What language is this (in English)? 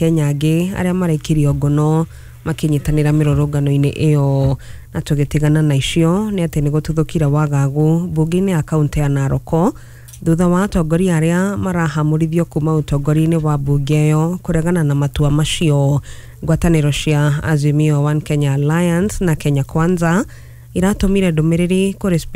Kikuyu